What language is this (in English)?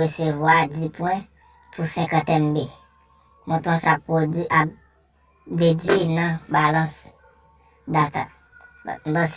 Haitian Creole